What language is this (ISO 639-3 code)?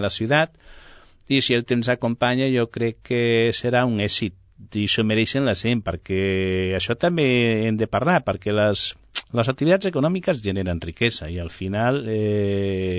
cat